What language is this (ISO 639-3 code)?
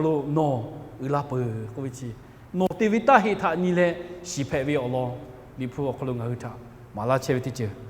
lhu